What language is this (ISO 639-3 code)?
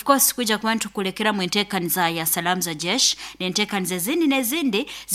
nyn